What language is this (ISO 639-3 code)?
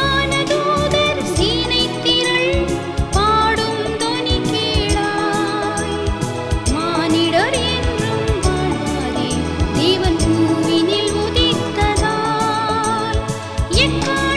tam